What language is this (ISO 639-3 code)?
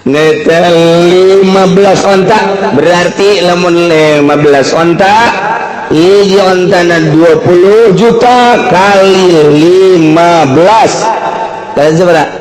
sun